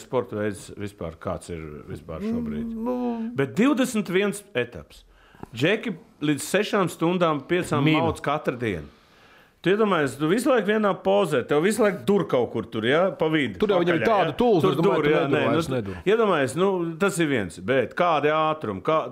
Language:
Latvian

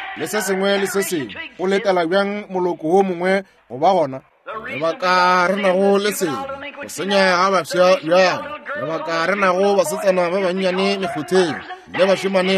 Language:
Northern Sotho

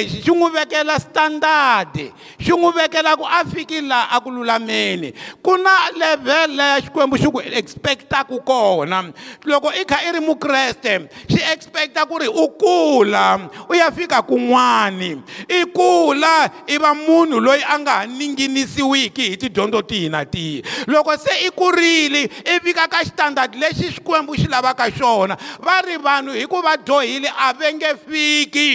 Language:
Tsonga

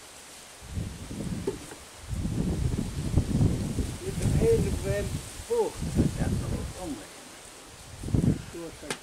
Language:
Finnish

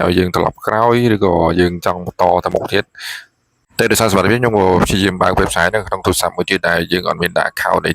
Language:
Khmer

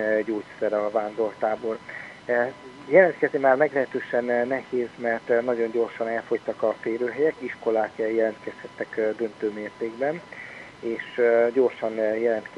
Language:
Hungarian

